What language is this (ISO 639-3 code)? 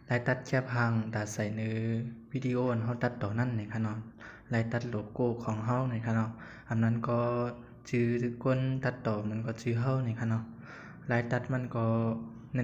shn